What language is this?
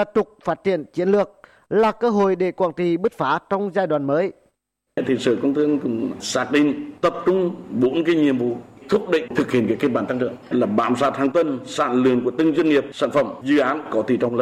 Vietnamese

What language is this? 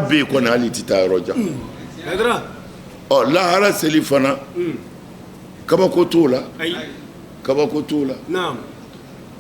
Bambara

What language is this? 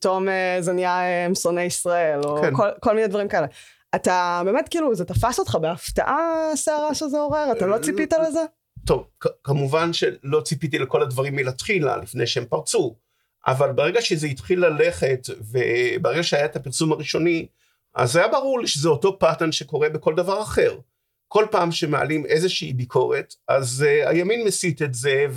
Hebrew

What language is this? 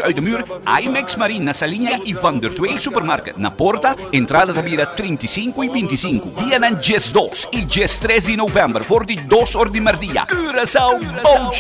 Papiamento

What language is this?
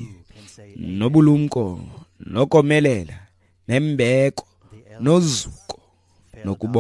Xhosa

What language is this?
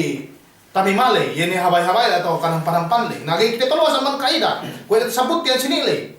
Yakan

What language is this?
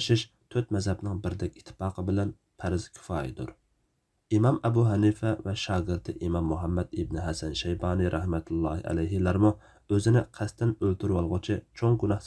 Uyghur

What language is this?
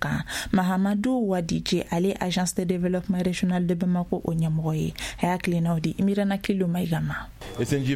Bambara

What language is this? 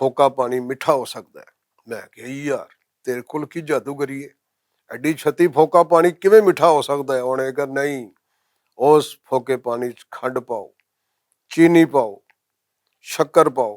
Western Panjabi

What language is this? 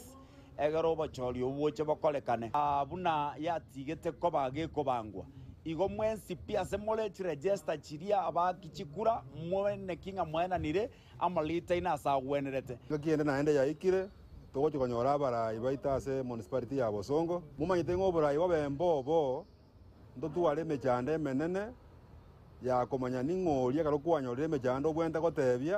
Gusii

